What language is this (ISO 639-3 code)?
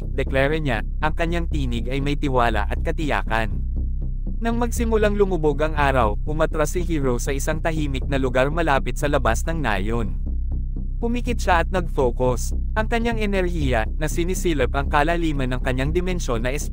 fil